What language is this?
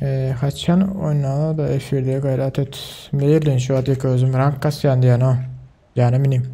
Turkmen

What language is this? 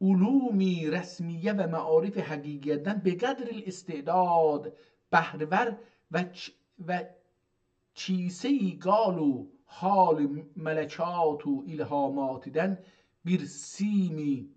South Azerbaijani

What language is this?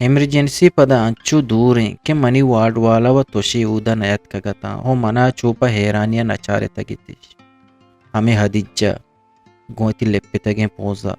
Eastern Balochi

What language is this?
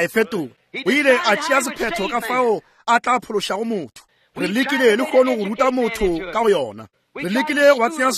Northern Sotho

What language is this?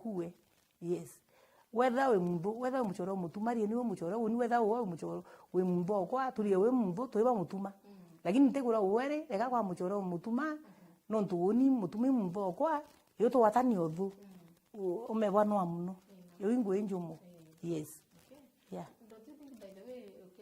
Meru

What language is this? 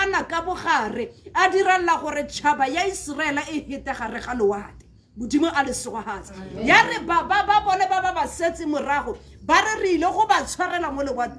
Tswana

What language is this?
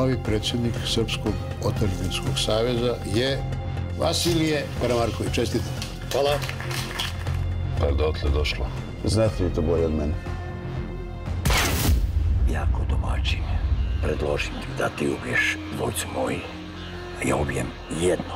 Serbian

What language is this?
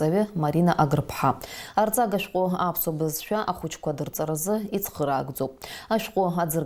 Abkhazian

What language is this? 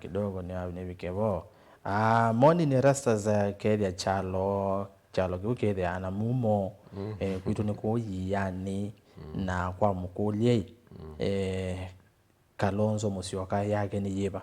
Kamba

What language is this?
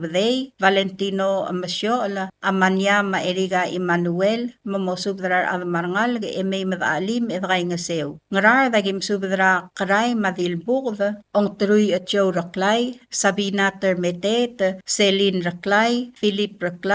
Palauan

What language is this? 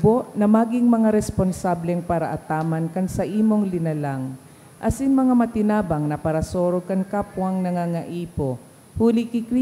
Bikol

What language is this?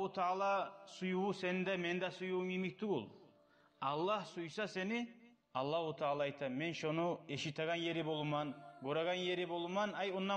Kumyk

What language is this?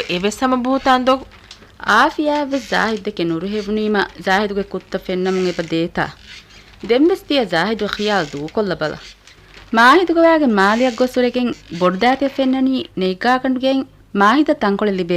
Divehi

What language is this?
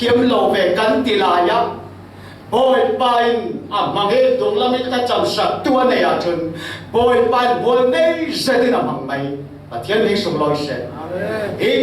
Falam Chin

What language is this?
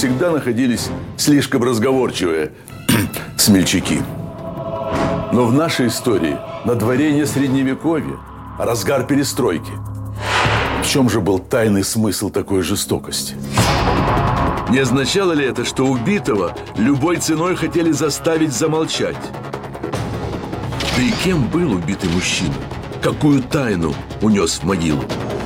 Russian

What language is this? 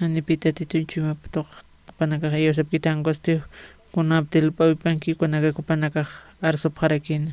Aymara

